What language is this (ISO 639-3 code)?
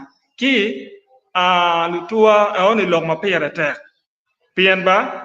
ach